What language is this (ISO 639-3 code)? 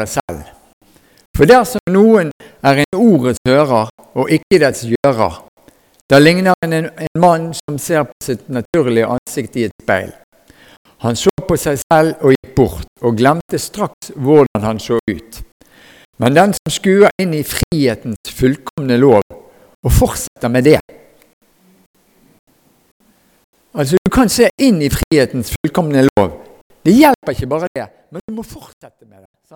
nor